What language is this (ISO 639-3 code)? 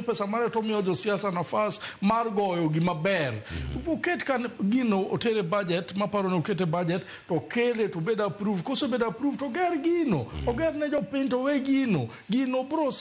luo